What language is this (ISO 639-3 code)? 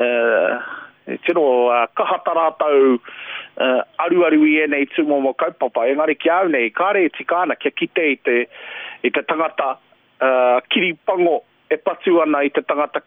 mri